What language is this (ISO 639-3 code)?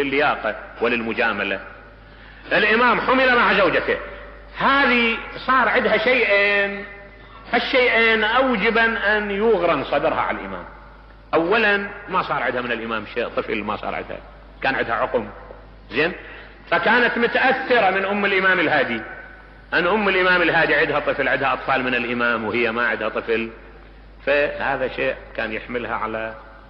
acm